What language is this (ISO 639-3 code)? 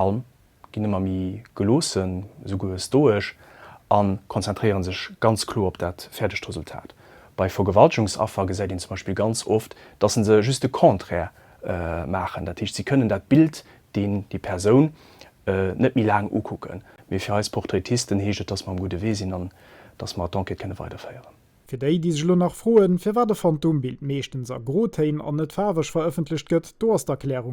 ltz